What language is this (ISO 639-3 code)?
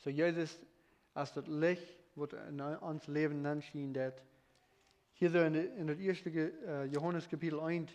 pdt